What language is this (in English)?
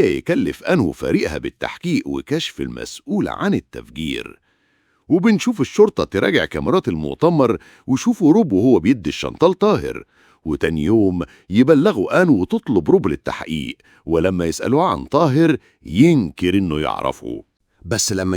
Egyptian Arabic